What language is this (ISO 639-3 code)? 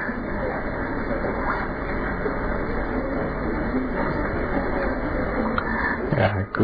ind